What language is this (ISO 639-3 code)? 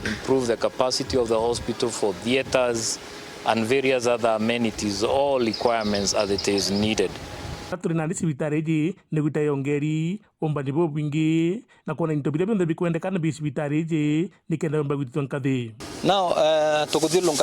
mer